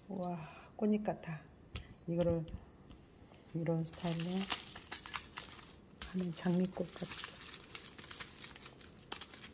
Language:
Korean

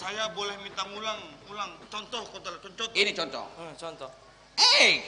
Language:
Banjar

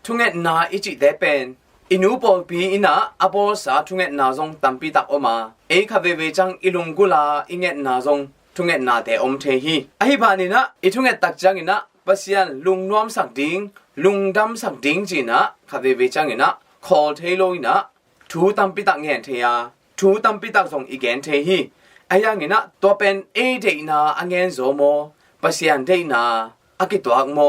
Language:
Tedim Chin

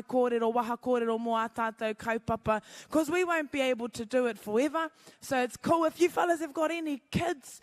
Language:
Māori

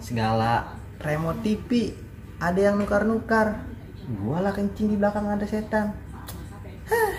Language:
Betawi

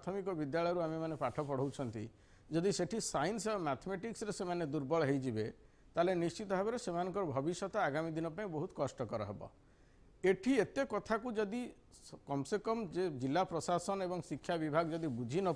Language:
Odia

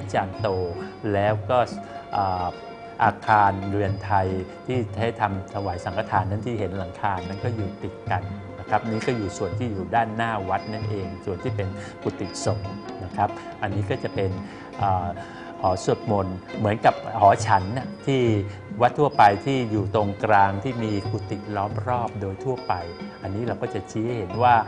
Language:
Thai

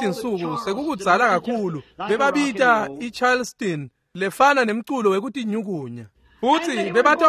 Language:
Swati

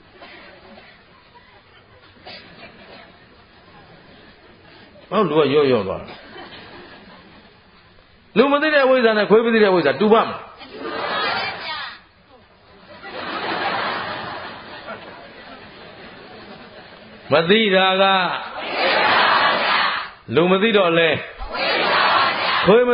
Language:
Burmese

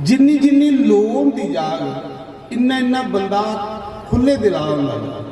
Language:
Dogri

